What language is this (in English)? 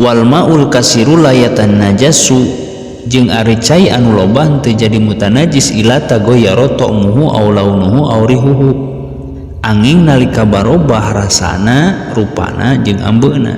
Sundanese